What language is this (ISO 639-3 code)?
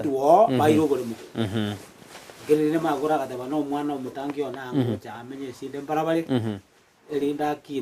guz